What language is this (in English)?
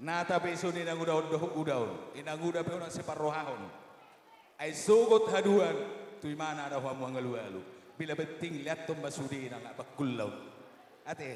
Batak Toba